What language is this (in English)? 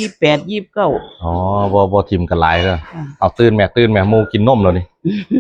Northeastern Thai